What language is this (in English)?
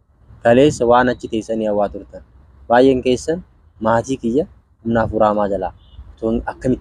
Oromo